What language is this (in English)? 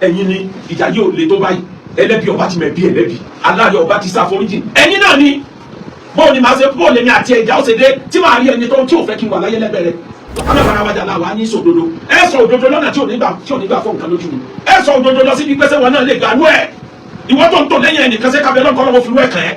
Yoruba